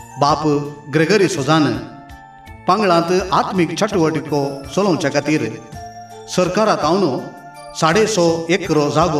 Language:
Konkani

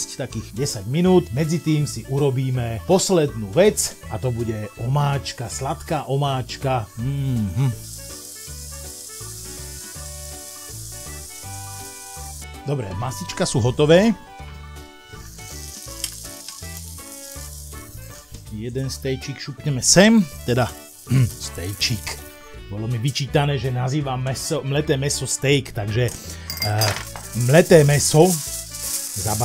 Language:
Slovak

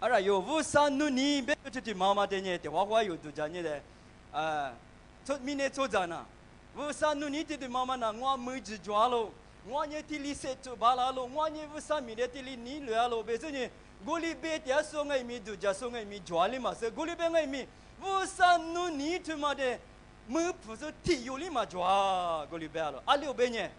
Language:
Lisu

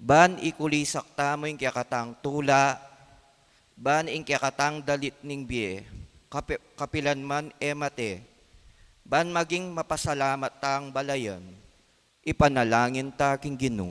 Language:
Pampanga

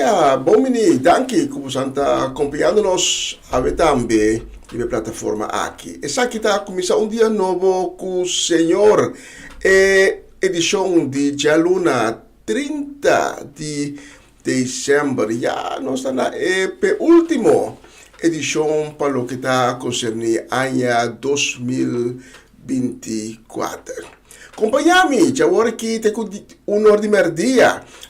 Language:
Papiamento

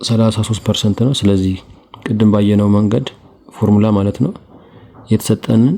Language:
Amharic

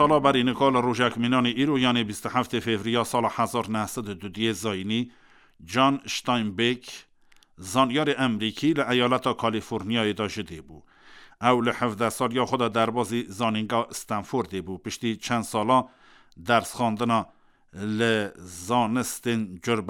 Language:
Kurdish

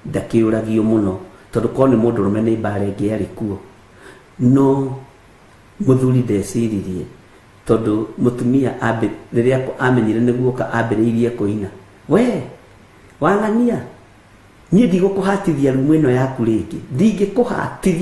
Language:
Kikuyu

